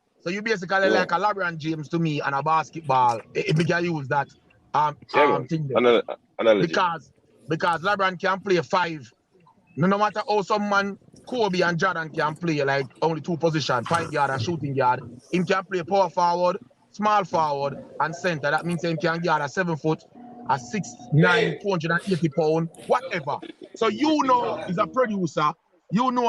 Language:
Jamaican Creole English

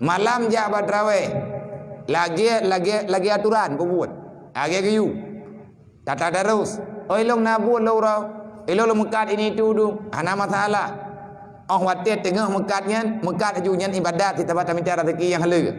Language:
Achinese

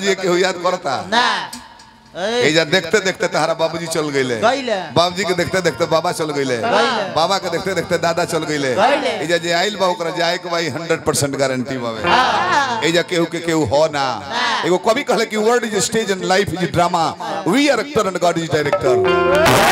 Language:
Bhojpuri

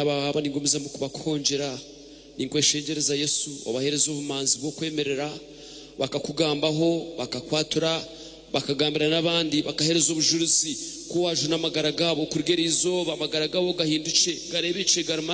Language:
Nyankole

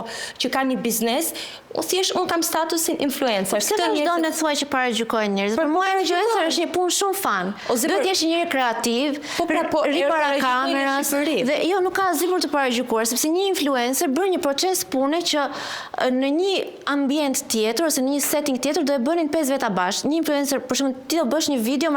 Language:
Albanian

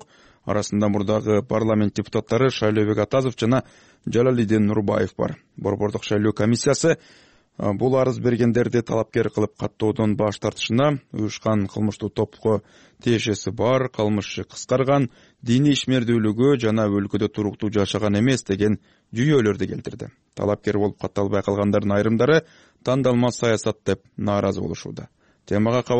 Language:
Kyrgyz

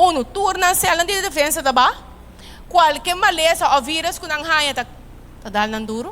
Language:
Papiamento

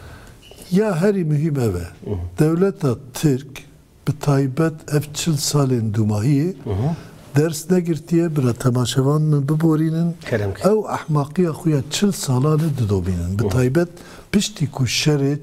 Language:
Kurdish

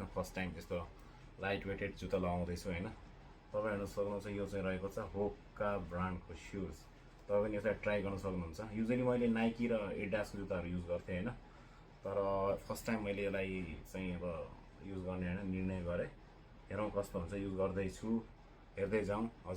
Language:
Nepali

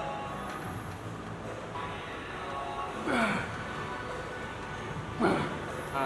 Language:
Lao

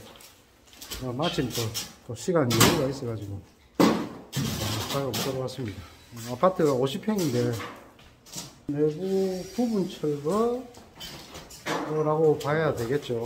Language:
Korean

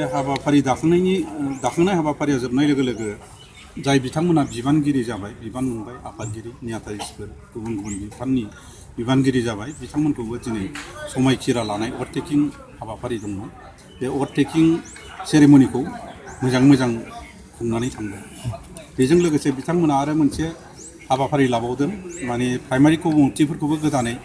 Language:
Bodo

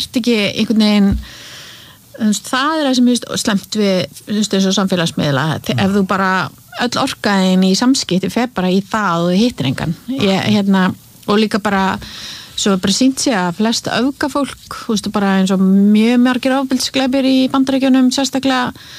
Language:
Icelandic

